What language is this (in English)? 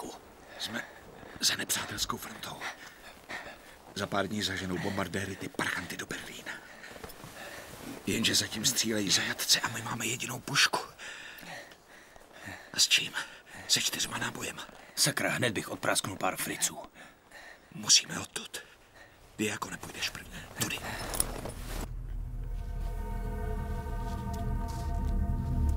Czech